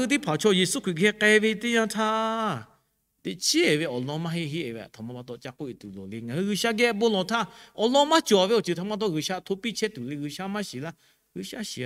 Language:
Lahu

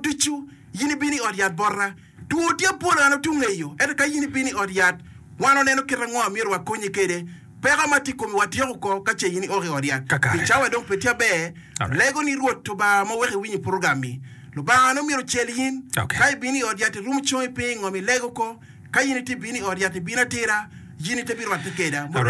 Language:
Acoli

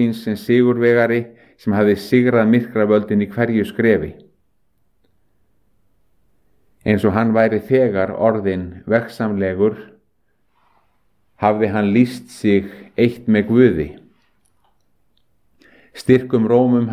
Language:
Icelandic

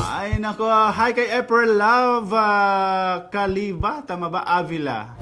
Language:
Waray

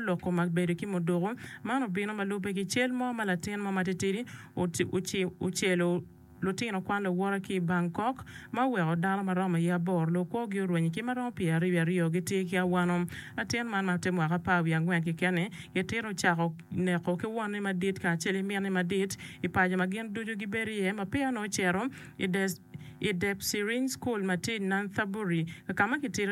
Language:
Acoli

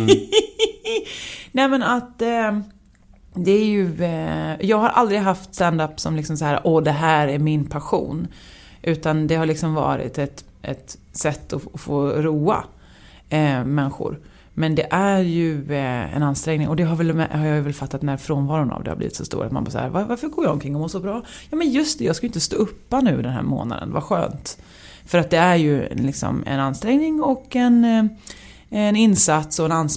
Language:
Swedish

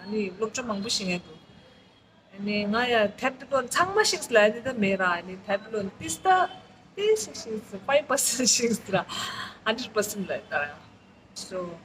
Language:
Tibetan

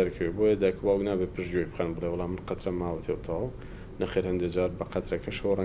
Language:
Central Kurdish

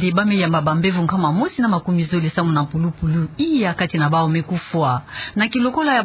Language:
Kituba (Democratic Republic of Congo)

